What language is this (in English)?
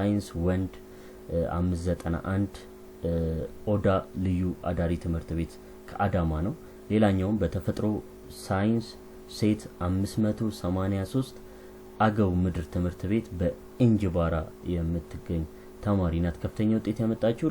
Amharic